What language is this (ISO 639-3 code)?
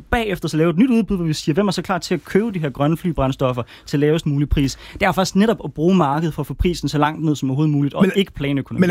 dan